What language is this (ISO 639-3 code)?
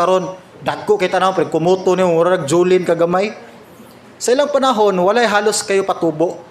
ceb